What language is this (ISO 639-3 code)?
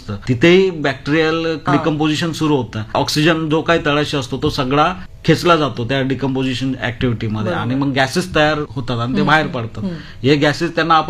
mar